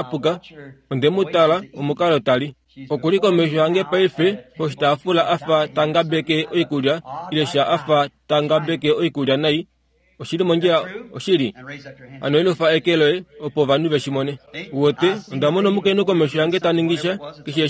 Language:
Kuanyama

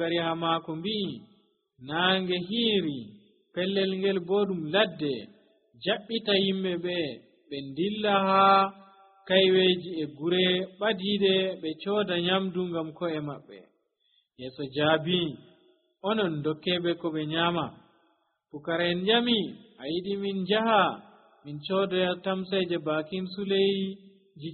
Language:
Nigerian Fulfulde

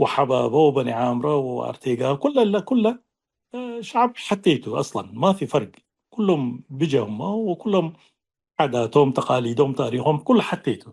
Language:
Tigre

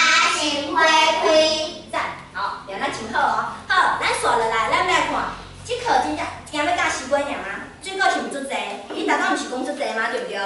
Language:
Min Nan Chinese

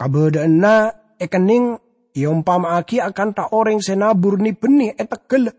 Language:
Madurese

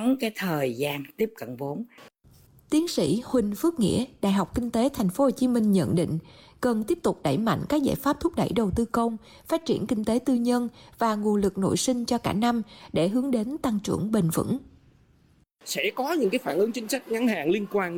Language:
Vietnamese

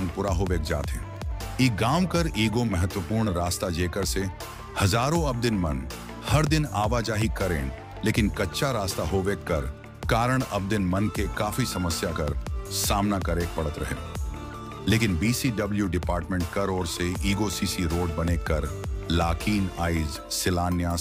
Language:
Sadri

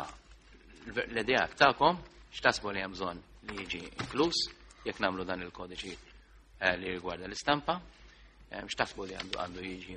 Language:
Maltese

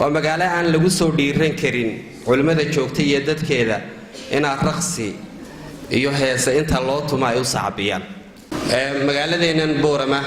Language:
Somali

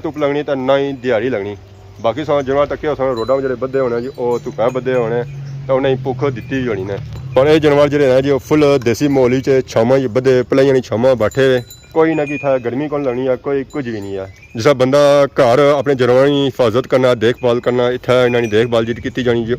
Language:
Pahari-Potwari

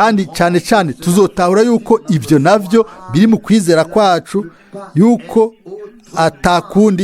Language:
Rundi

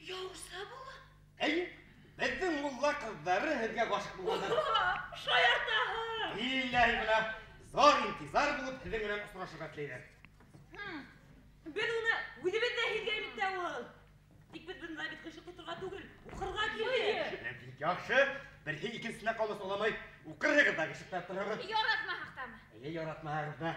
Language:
Bashkir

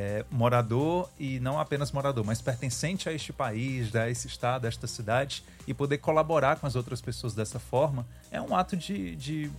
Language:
Portuguese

